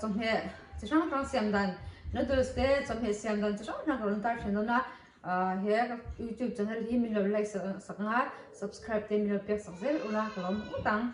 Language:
Mizo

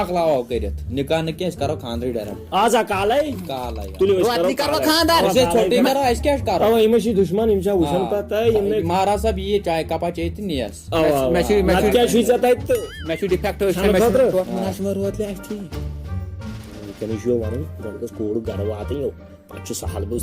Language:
Kashmiri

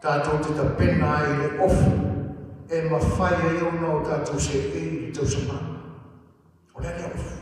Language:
Samoan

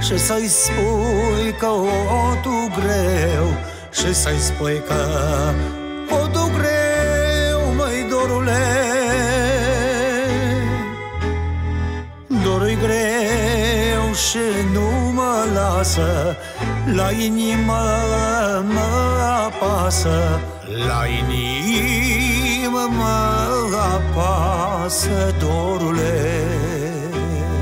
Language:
Romanian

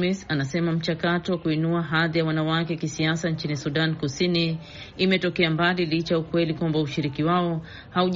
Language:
Swahili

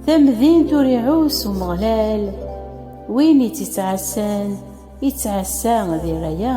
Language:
Kabyle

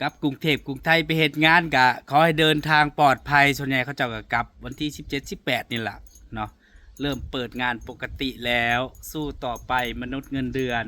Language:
Northeastern Thai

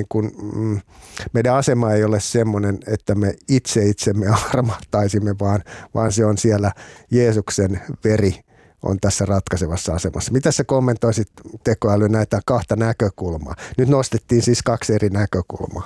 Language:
Finnish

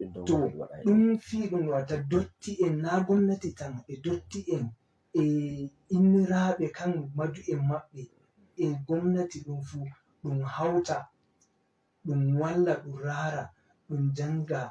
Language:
Fula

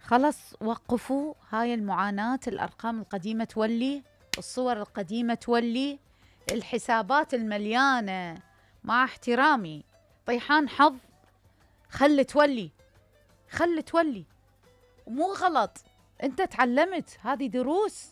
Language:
Mesopotamian Arabic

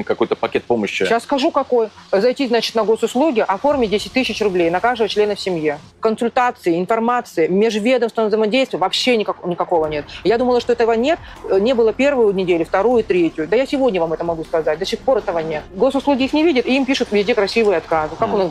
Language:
Russian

